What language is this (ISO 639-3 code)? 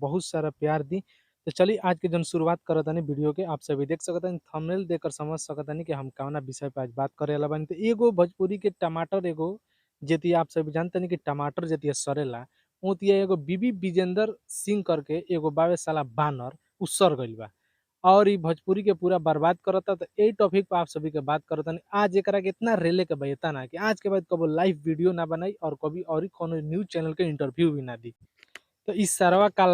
bho